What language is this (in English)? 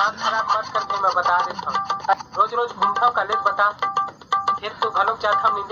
Chhattisgarhi